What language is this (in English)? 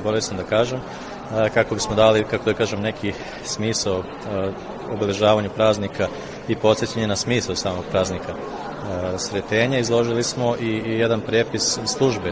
Serbian